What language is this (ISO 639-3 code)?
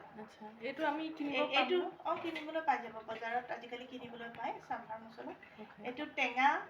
asm